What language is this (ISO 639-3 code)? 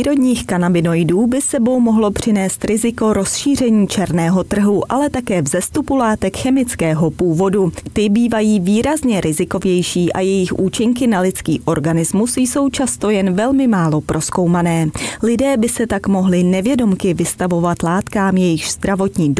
ces